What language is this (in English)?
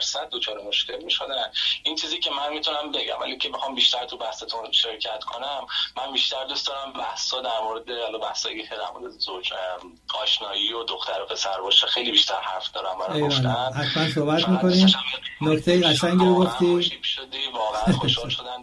Persian